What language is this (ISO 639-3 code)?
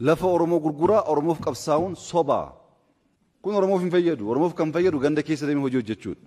orm